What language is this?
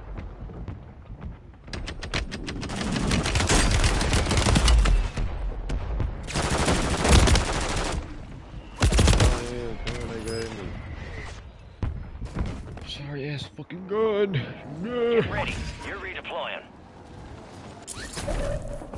English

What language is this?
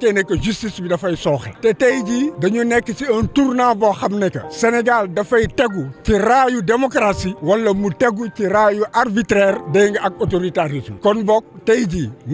Wolof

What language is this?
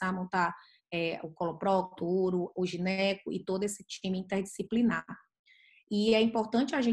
Portuguese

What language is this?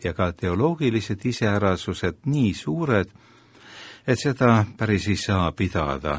Estonian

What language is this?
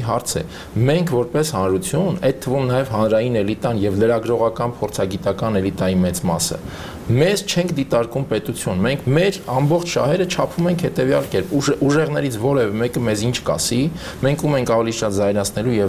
Armenian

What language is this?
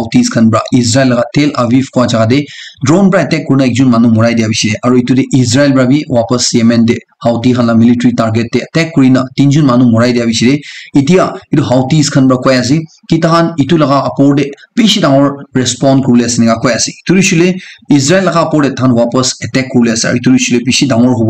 Naga Pidgin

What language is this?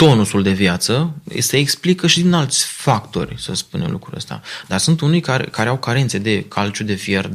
Romanian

